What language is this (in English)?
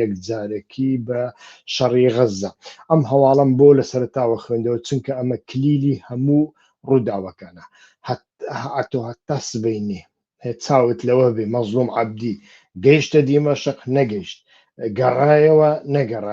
Central Kurdish